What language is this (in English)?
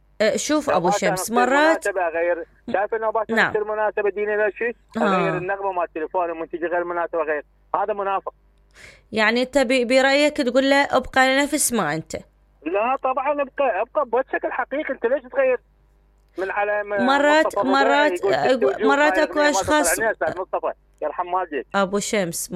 Mesopotamian Arabic